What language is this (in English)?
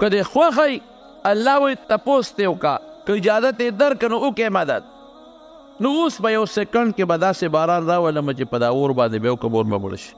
Pashto